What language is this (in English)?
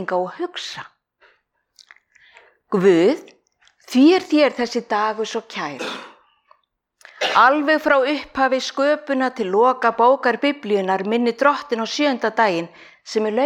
Icelandic